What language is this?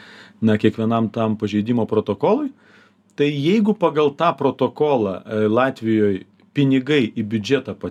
Lithuanian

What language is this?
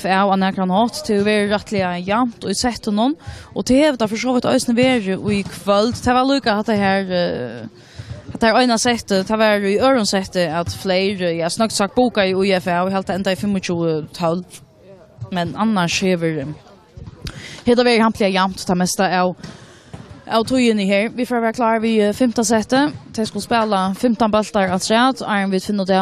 Faroese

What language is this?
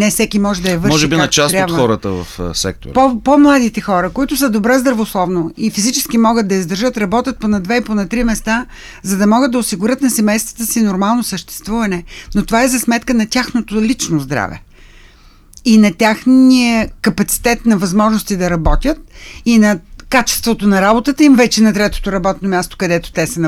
Bulgarian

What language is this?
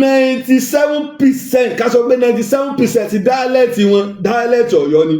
Yoruba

